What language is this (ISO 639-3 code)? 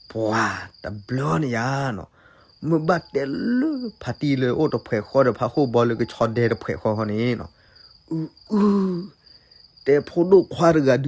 ksw